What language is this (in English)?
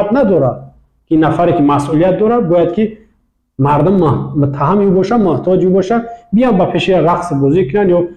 Tajik